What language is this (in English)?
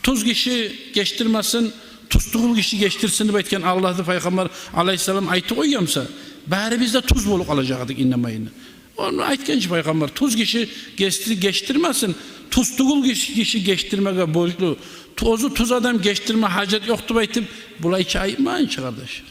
Kumyk